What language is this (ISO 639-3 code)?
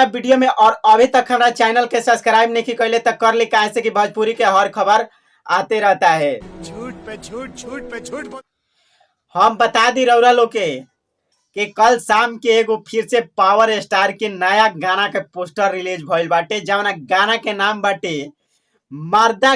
bho